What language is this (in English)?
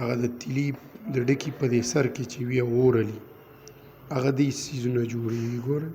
Pashto